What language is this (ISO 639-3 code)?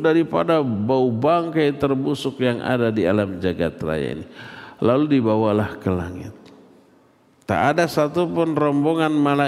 ind